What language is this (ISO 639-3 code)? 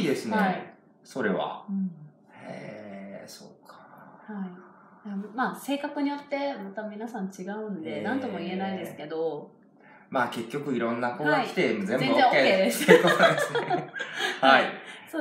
jpn